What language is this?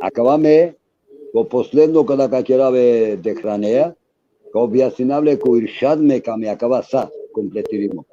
Balkan Romani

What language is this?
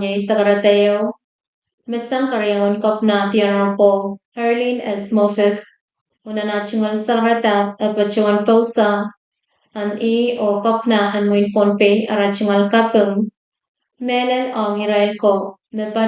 Pohnpeian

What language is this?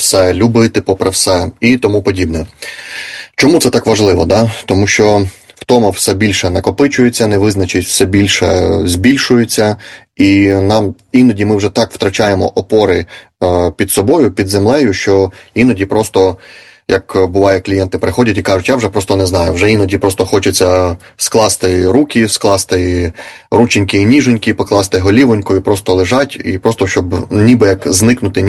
Ukrainian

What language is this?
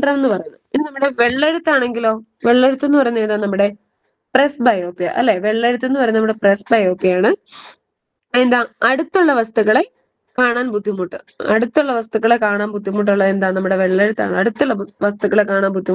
Malayalam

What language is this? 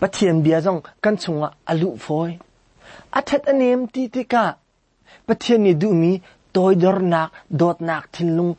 Hakha Chin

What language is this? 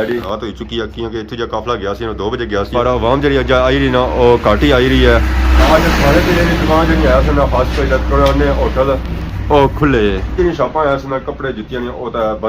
Pahari-Potwari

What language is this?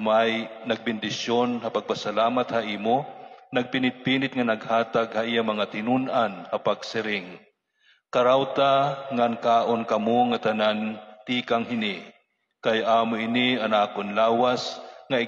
Waray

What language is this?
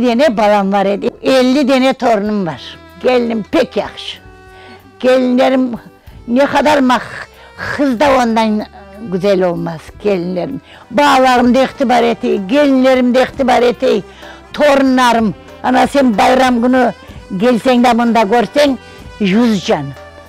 Crimean Tatar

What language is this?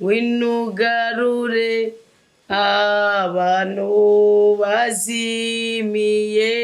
Rundi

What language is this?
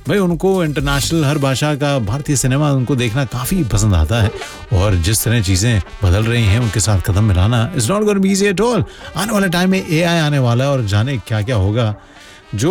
Hindi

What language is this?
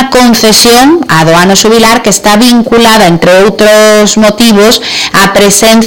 Galician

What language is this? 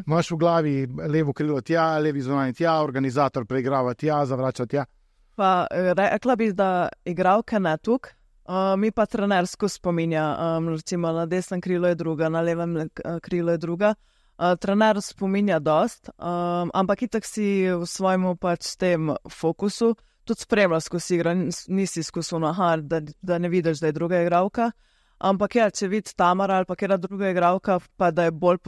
Slovenian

